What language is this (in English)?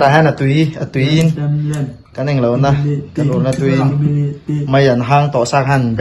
Mizo